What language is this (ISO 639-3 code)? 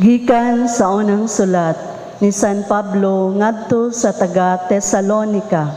ceb